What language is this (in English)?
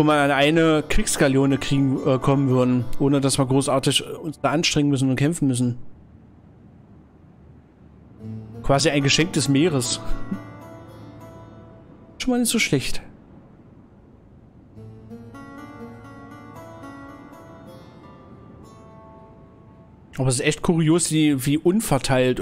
German